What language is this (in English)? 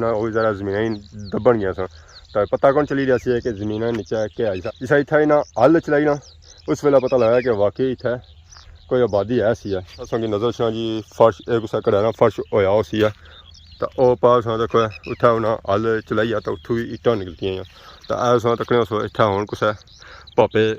Pahari-Potwari